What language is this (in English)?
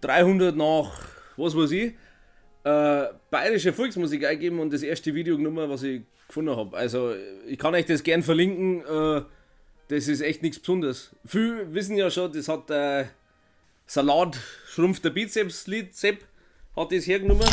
Bavarian